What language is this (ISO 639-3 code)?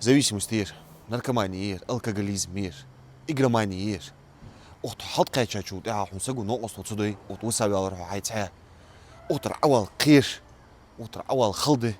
inh